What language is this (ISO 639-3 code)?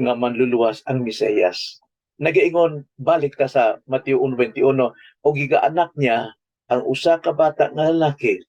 ceb